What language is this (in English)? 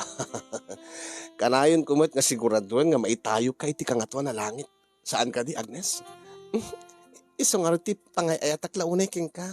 Iloko